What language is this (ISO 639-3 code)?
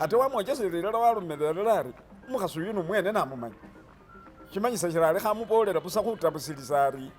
myx